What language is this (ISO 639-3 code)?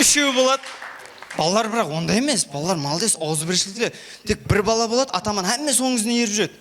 kaa